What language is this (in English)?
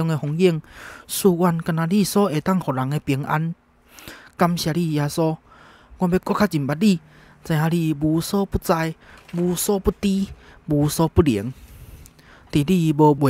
Min Nan Chinese